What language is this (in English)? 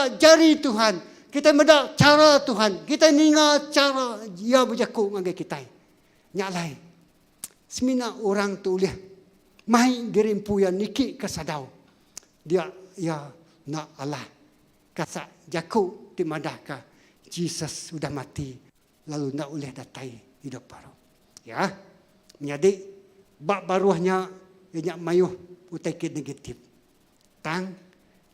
Iban